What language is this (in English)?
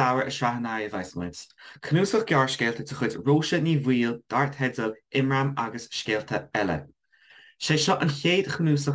Irish